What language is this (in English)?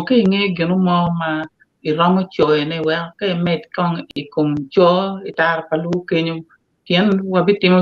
Acoli